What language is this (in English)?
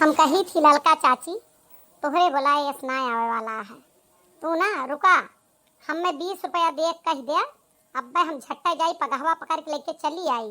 Awadhi